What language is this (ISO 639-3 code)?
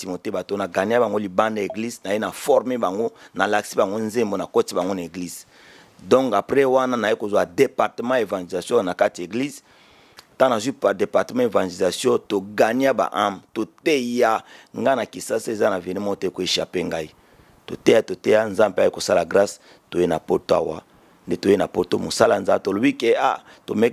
lin